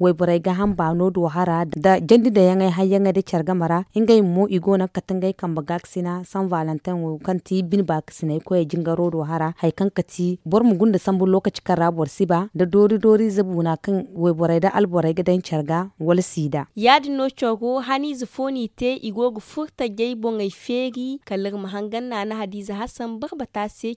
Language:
Zarma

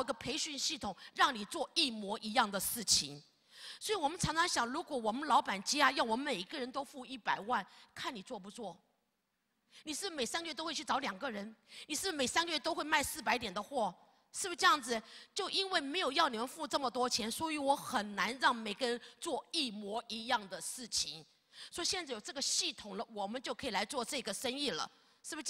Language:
Chinese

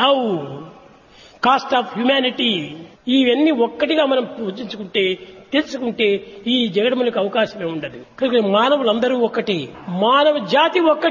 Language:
Telugu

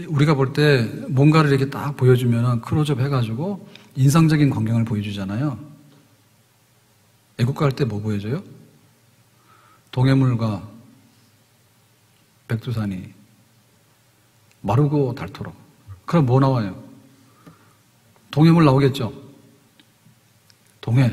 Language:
Korean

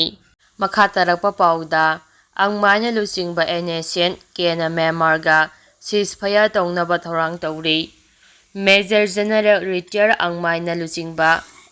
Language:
Manipuri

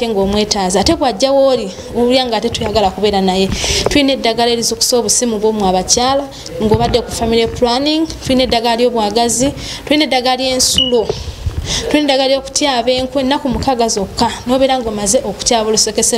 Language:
Ganda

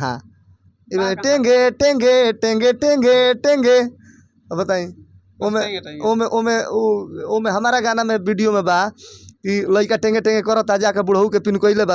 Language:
Bhojpuri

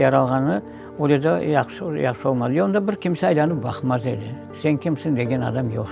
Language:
Crimean Tatar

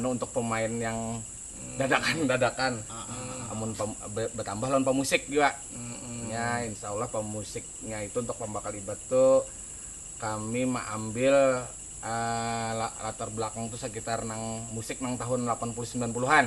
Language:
Banjar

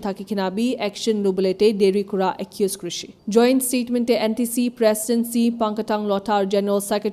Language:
Naga Pidgin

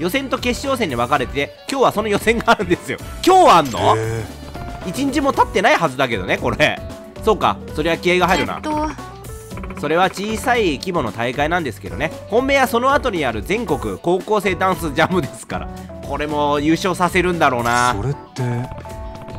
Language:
Japanese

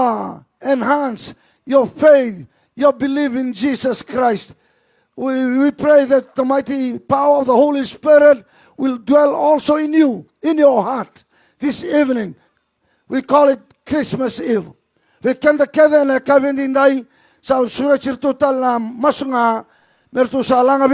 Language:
Fijian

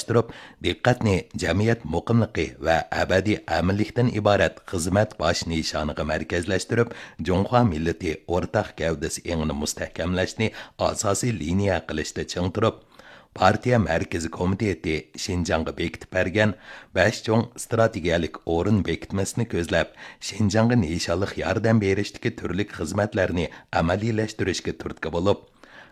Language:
Uyghur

